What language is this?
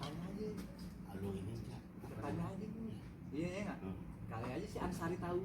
Betawi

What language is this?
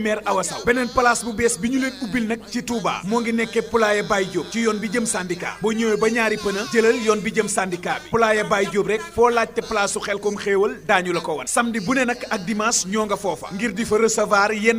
Wolof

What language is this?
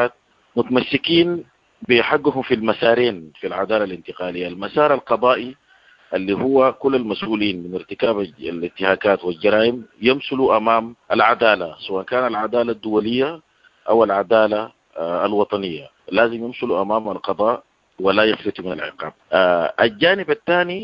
Sudanese Arabic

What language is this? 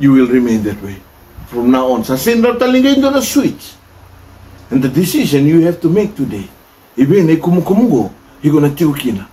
Fijian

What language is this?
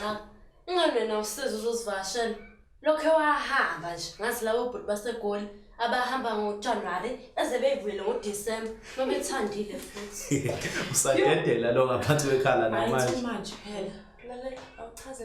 Zulu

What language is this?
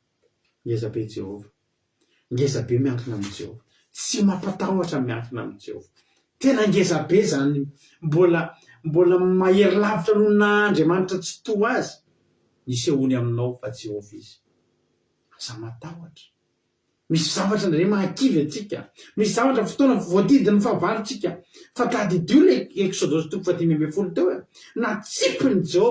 Malagasy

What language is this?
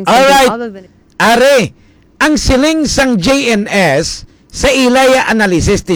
Hiligaynon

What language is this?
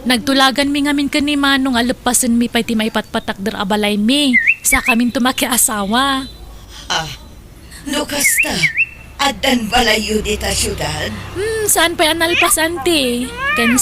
Iloko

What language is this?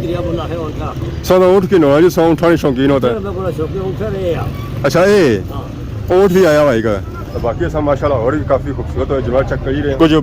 Pahari-Potwari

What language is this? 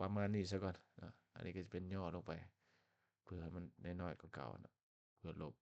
Lao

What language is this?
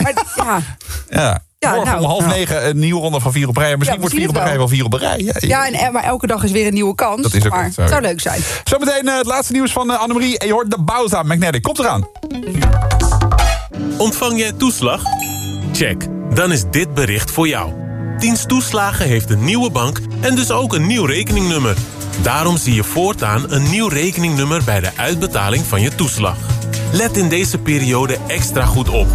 Dutch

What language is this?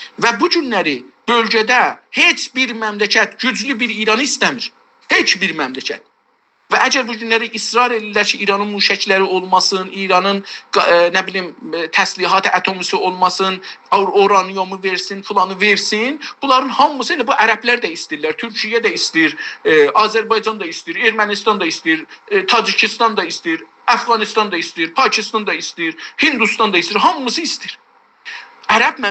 South Azerbaijani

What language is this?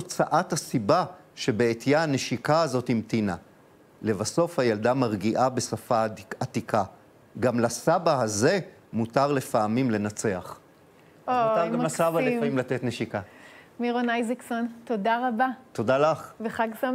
Hebrew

